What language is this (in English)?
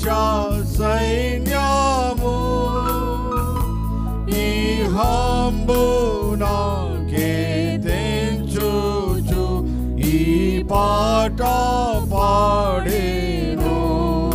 Telugu